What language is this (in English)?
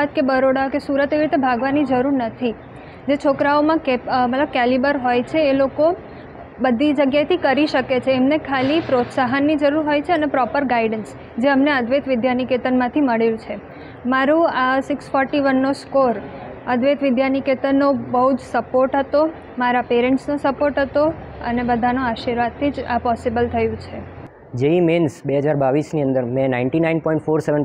Gujarati